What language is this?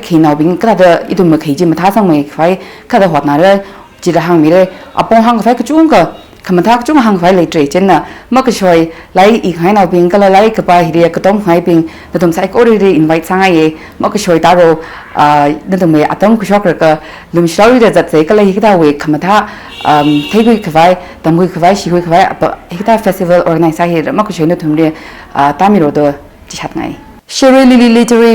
Tangkhul Naga (India)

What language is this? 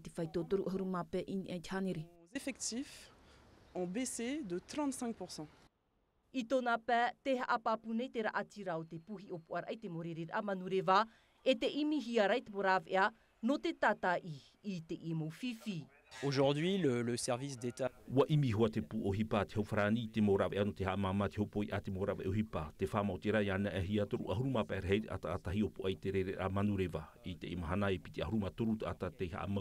Tahitian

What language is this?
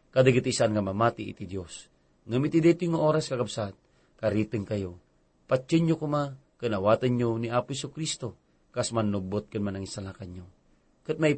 Iloko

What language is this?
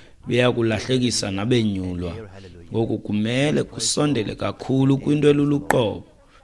Xhosa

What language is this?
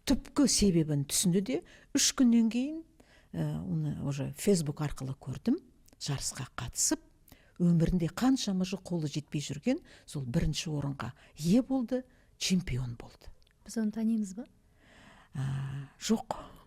Kazakh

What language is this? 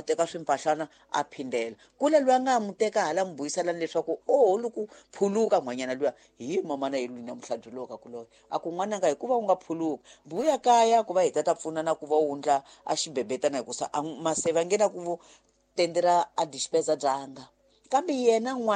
Tsonga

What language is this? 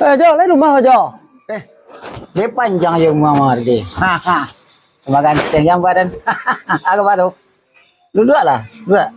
Minangkabau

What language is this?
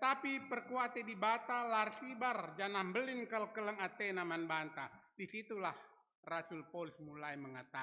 Batak Karo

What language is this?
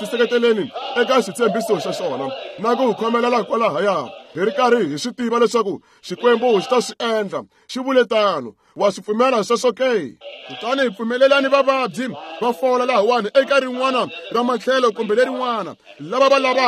Tsonga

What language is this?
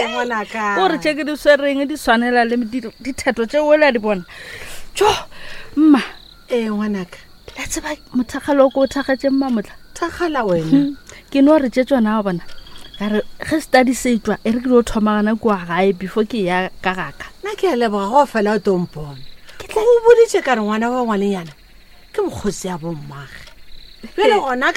Northern Sotho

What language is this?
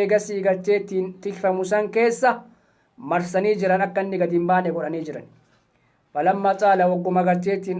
Oromo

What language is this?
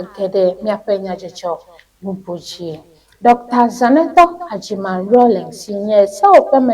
Ewe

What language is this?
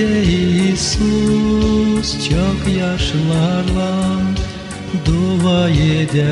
Gagauz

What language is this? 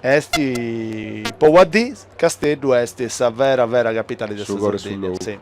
Sardinian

